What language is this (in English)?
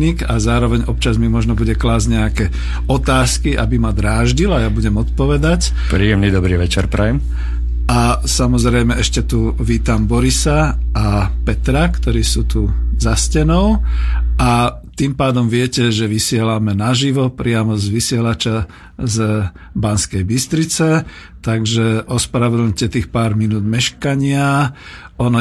Slovak